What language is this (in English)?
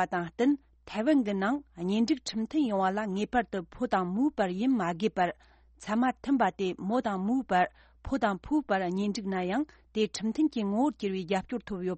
Tibetan